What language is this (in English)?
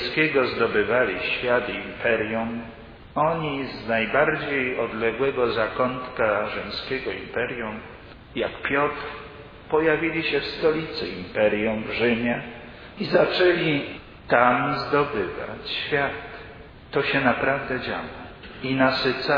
Polish